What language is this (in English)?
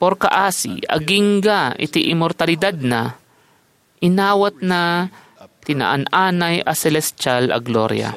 Iloko